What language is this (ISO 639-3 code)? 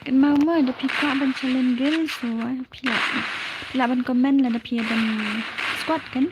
kha